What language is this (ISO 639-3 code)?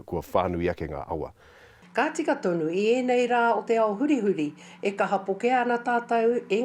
mri